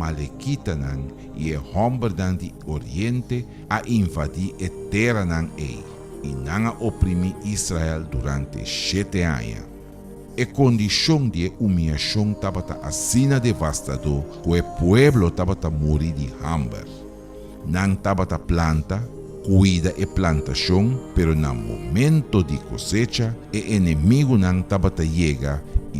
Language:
Papiamento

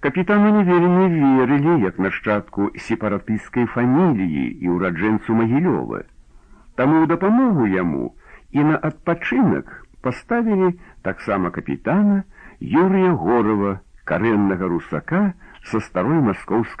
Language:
Belarusian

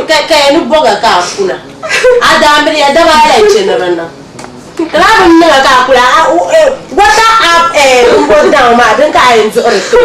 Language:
Dagbani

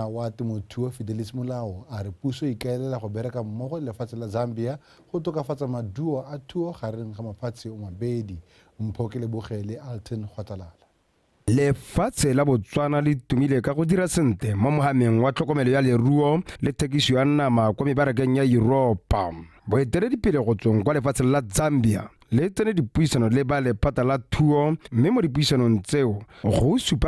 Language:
Tswana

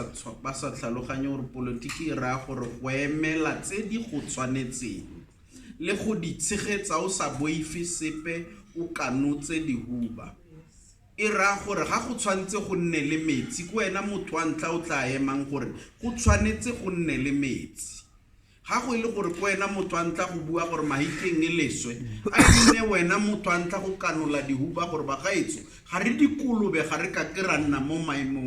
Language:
Tswana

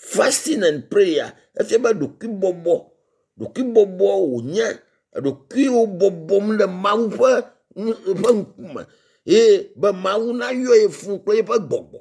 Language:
Ewe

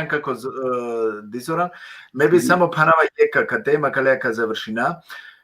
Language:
Balkan Romani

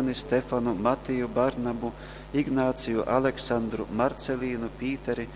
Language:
Latgalian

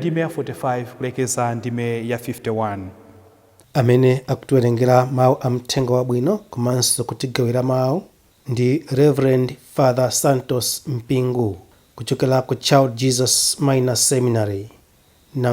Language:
Nyanja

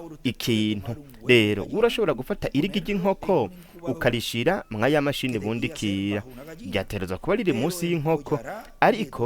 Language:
Rundi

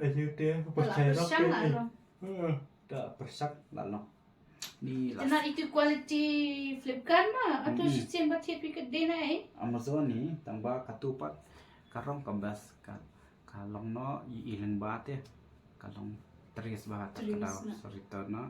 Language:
Khasi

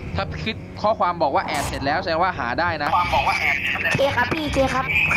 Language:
Thai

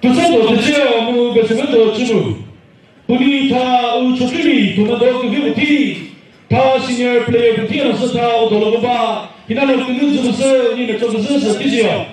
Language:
Chokri Naga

